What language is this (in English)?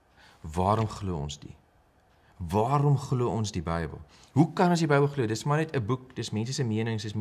Afrikaans